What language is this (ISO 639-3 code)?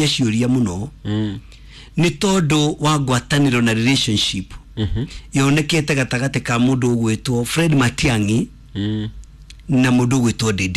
kik